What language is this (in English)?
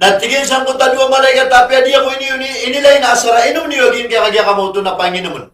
Maranao